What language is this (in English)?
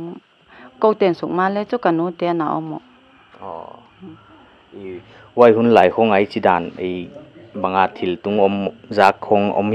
Paite Chin